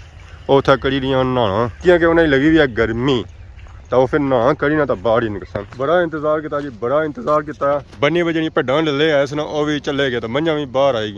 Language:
Pahari-Potwari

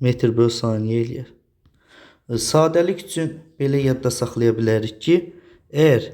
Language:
Azerbaijani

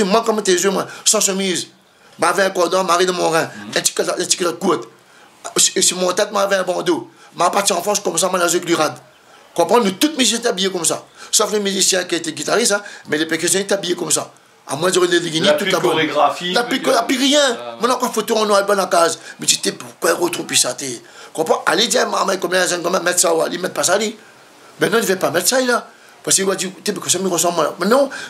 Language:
Réunion Creole French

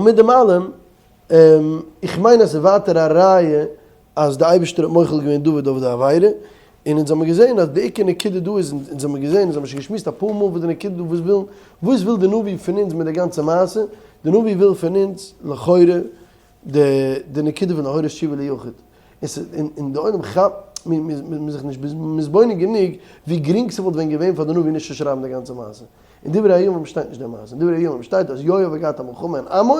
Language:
Yiddish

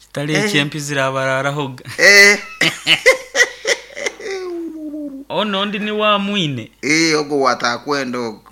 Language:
Nyoro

